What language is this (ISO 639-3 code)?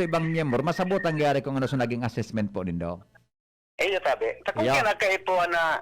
bik